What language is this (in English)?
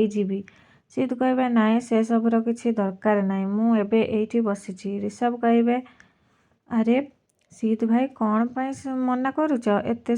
Odia